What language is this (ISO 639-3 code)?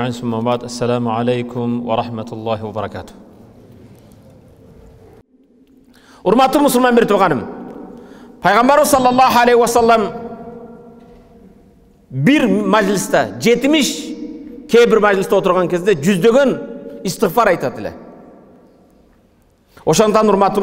kir